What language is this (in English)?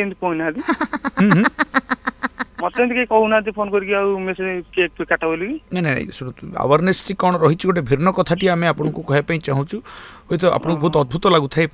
Odia